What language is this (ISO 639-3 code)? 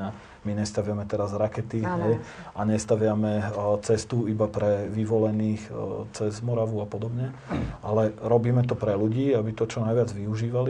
slk